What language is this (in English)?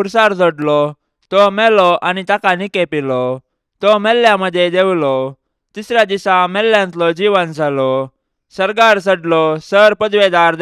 Konkani